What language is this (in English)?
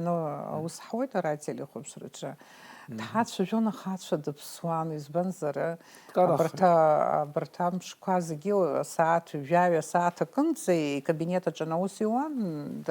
Abkhazian